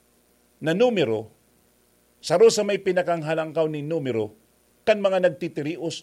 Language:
Bikol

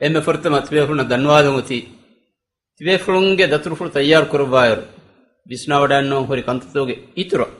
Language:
Divehi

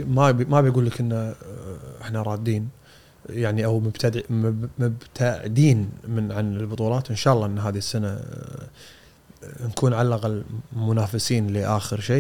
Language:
Gulf Arabic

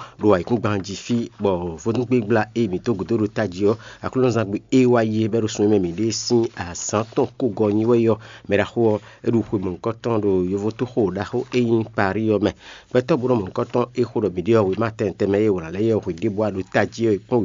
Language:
Fon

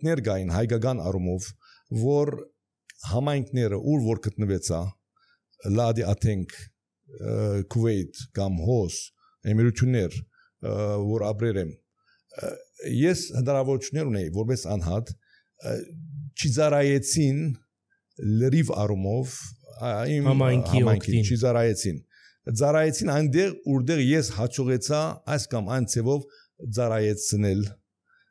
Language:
Armenian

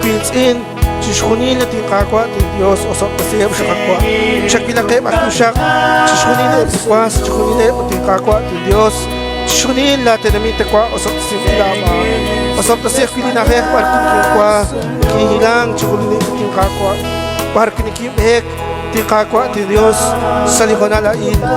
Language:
Kekchí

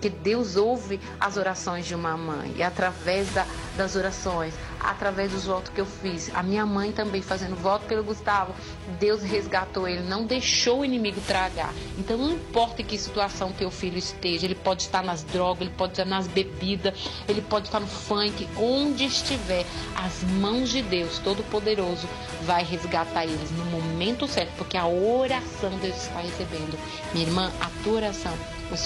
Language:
Portuguese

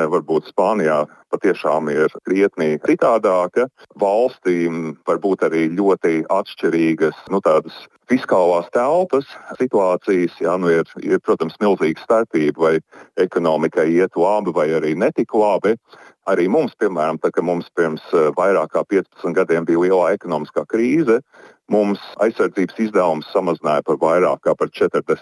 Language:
Latvian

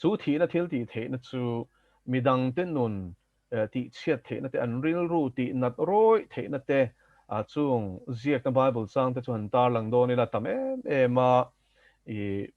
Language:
Mizo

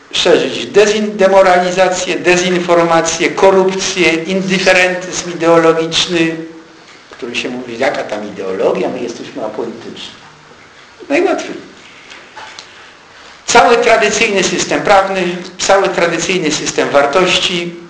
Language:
Polish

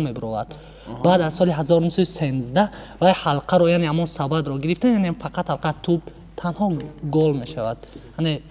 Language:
Tajik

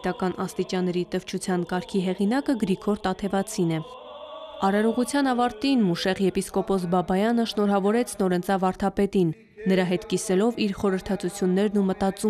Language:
Armenian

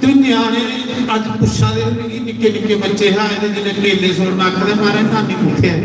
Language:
Dogri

